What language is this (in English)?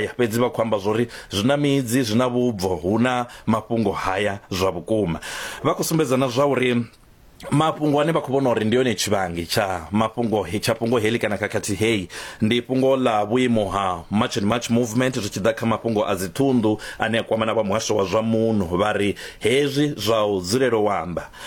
Venda